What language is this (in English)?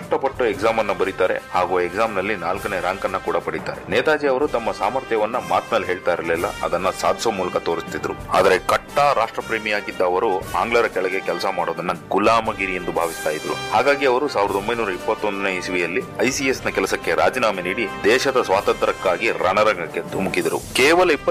Kannada